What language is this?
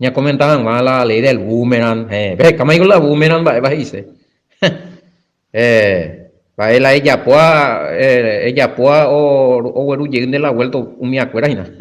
Guarani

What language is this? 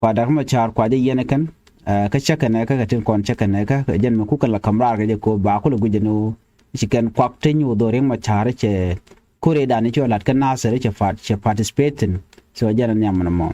Nuer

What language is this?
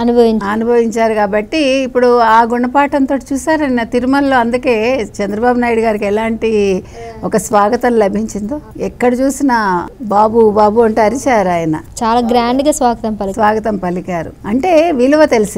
Telugu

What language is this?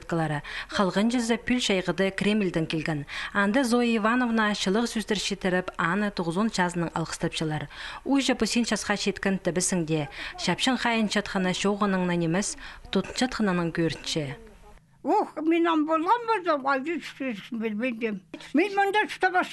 Khakas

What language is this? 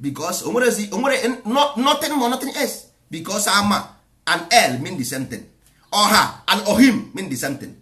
Igbo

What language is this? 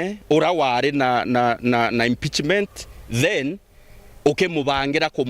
Meru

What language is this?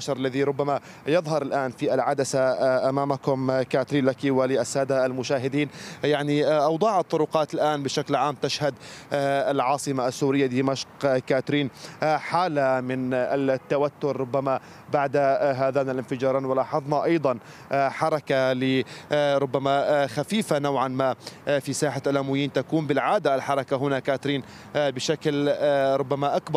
Arabic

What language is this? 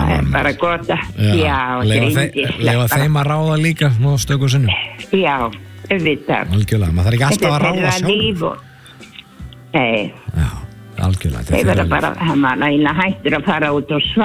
Icelandic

